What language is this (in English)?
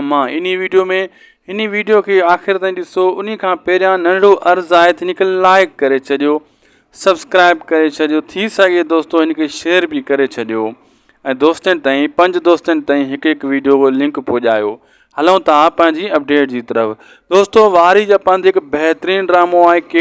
Sindhi